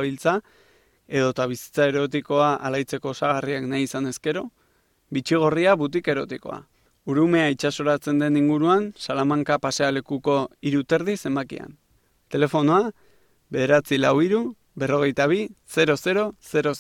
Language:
Basque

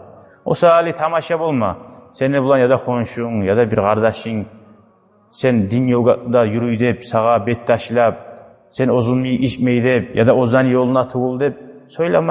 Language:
Kumyk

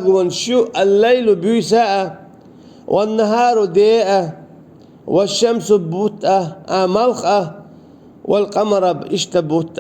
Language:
Chechen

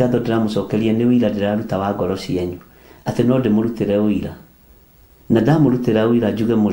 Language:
Kikuyu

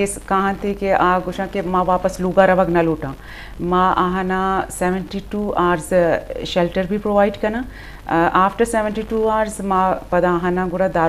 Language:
Eastern Balochi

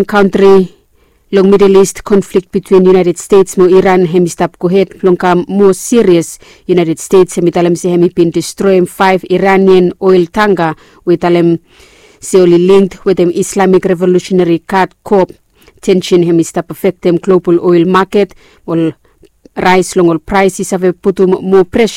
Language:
Bislama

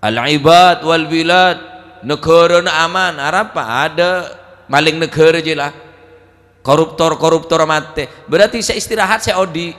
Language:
Madurese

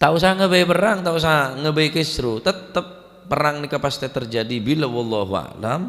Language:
Madurese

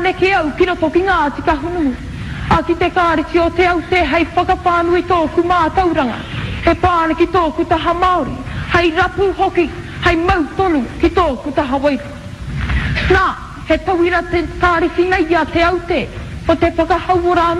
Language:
Māori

